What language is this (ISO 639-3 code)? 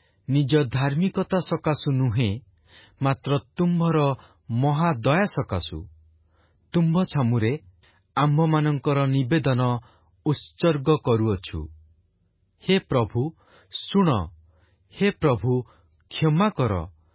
ori